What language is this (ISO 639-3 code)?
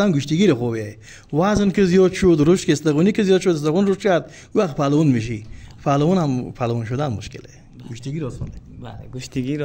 fas